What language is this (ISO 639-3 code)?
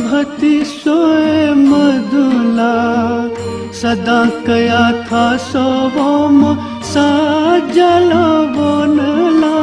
new